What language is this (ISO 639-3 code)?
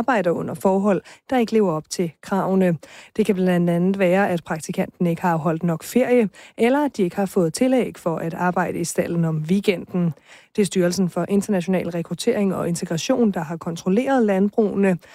dan